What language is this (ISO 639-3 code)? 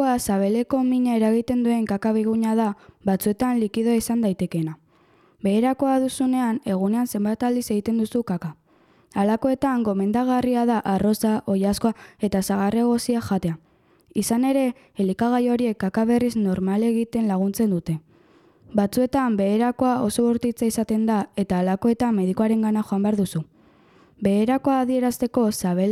eus